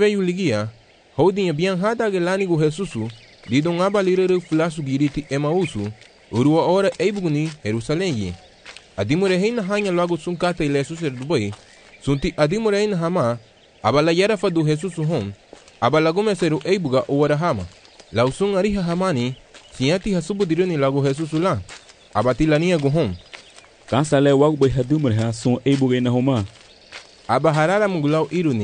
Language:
Garifuna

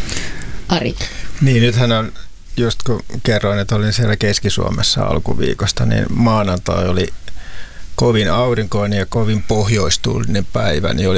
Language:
Finnish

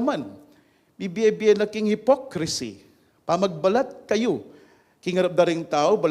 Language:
Pampanga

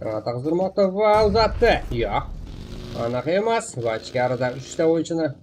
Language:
Kara-Kalpak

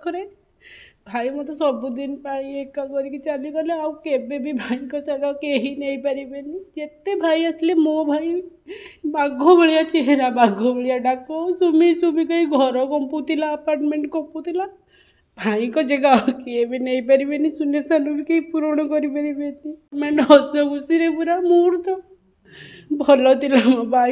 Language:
Odia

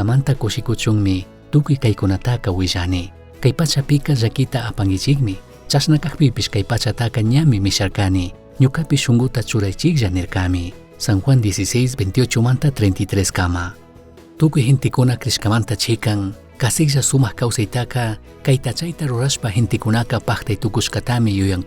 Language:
Chimborazo Highland Quichua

